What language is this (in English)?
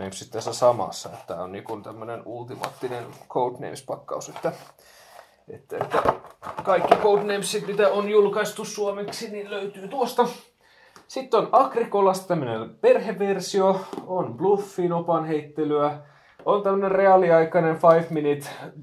Finnish